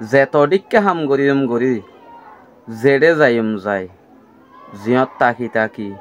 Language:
Rohingya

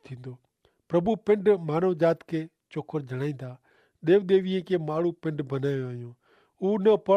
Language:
Kachhi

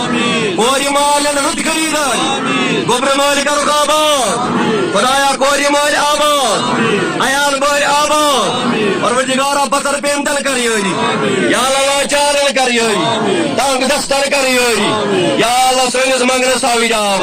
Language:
Kashmiri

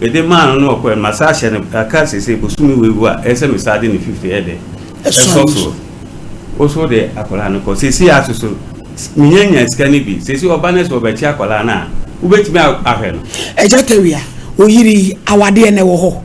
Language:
Akan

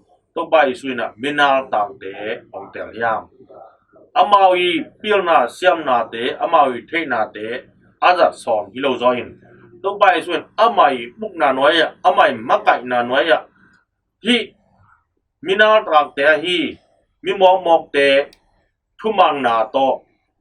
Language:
Tedim Chin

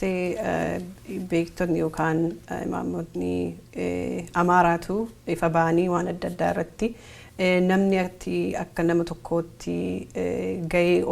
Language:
Oromo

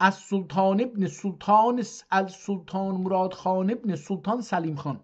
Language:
South Azerbaijani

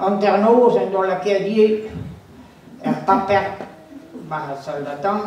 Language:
Breton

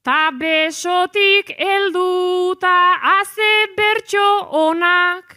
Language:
Basque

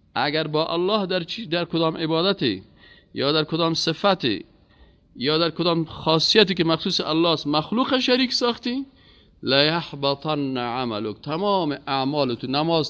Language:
Persian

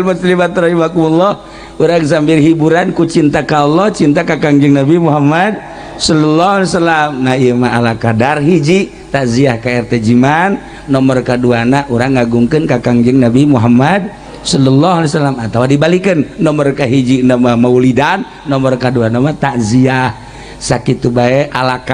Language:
Sundanese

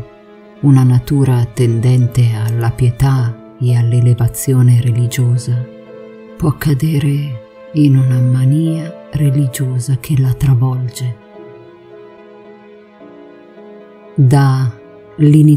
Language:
Italian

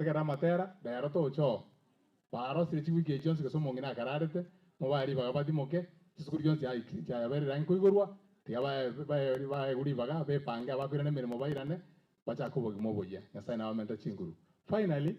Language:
Gusii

